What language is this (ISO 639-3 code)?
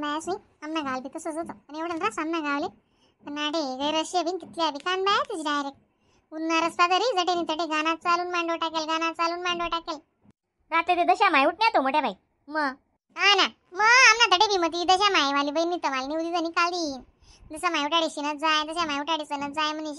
khn